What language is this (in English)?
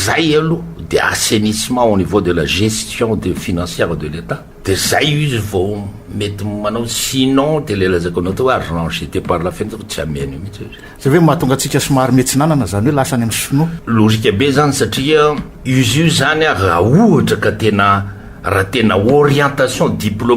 Malagasy